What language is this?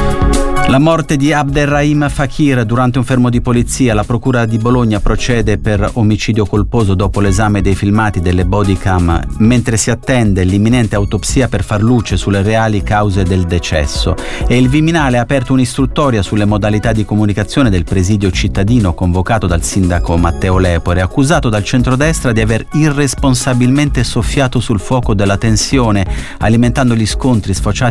Italian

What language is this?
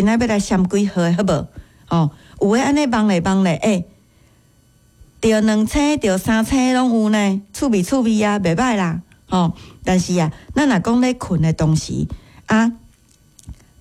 Min Nan Chinese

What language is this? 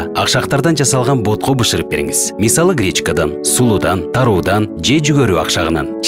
Kyrgyz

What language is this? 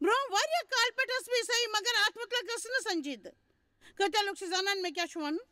Kashmiri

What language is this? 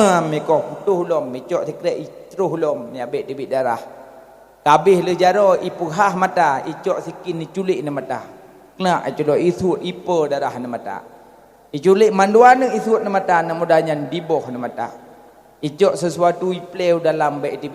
Achinese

